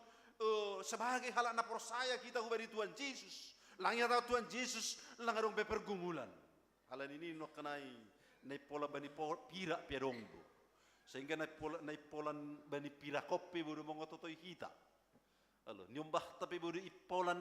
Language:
Batak Simalungun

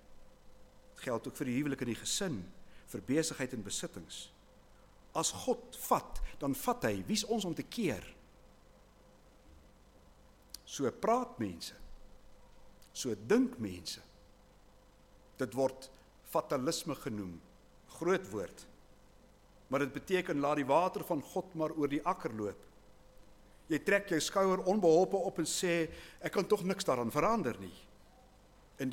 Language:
Afrikaans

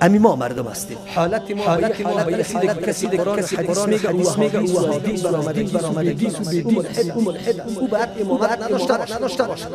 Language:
Persian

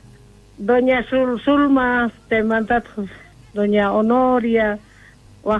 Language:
South Bolivian Quechua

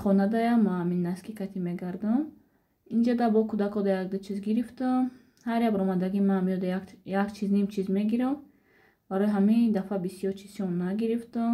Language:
Tajik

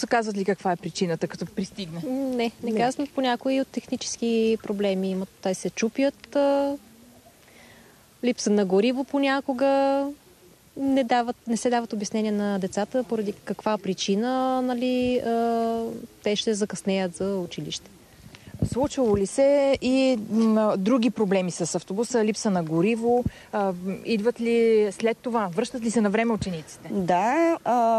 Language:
Bulgarian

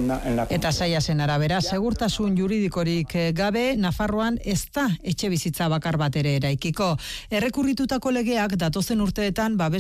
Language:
Basque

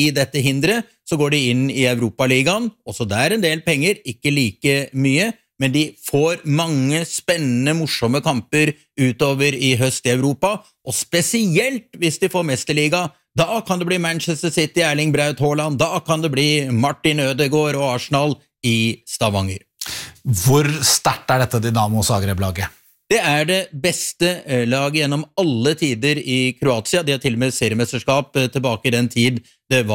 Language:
Norwegian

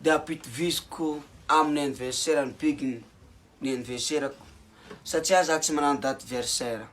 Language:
Malagasy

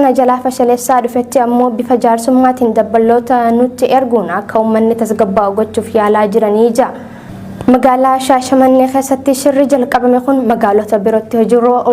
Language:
Oromo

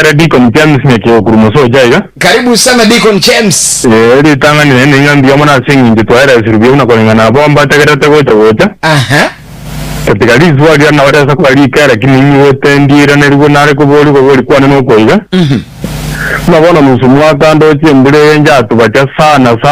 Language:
Gusii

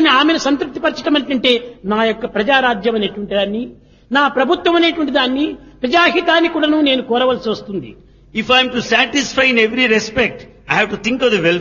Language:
Telugu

